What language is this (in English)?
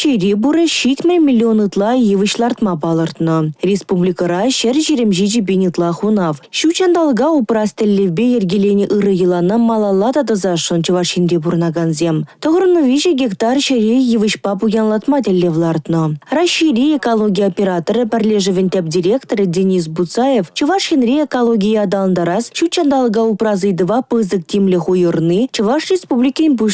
Chuvash